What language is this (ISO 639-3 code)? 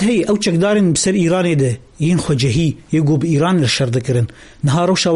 kur